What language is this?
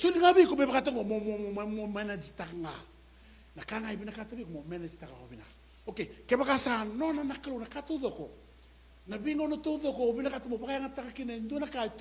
Fijian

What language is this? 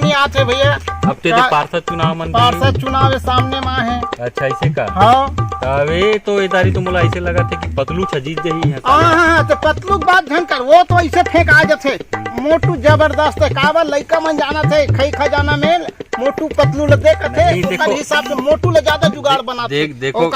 Chhattisgarhi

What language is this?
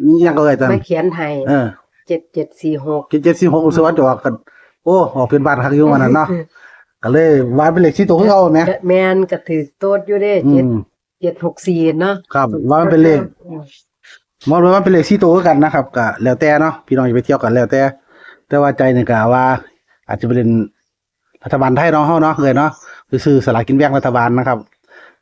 Northeastern Thai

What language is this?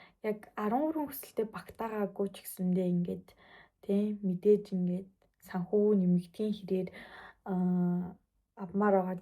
Mongolian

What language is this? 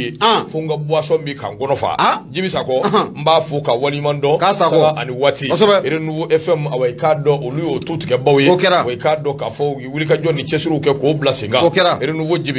Bambara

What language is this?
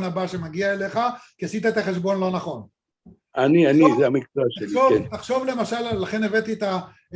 Hebrew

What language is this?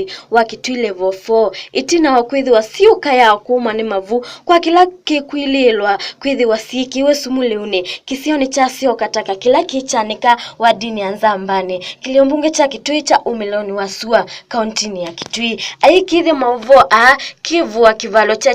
Kamba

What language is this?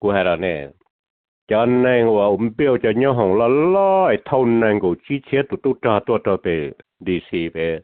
Hmong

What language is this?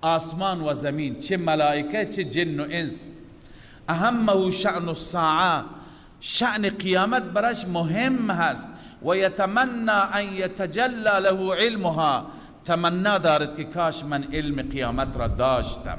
Persian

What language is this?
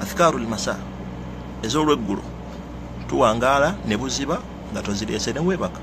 Ganda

